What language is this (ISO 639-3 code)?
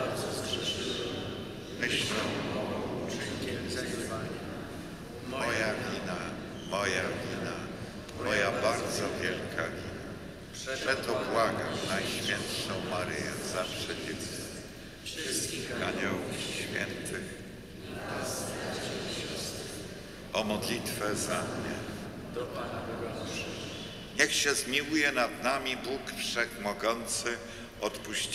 pol